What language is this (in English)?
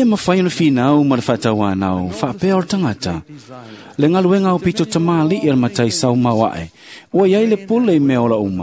Samoan